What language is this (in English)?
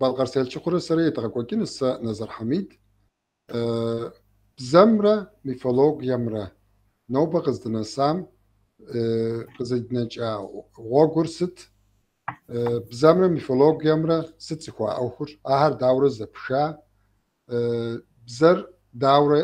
Kabardian